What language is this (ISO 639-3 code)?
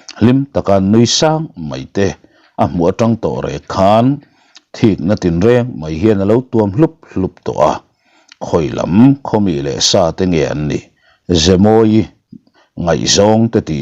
lus